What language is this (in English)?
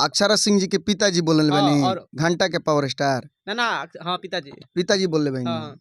Bhojpuri